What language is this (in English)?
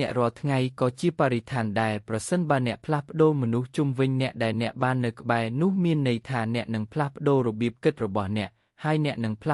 Khmer